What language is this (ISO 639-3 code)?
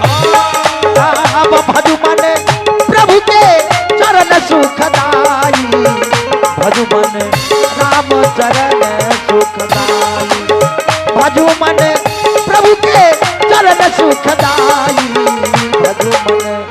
mai